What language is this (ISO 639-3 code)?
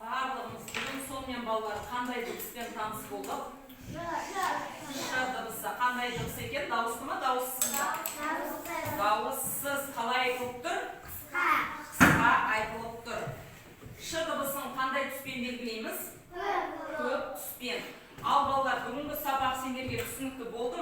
kaz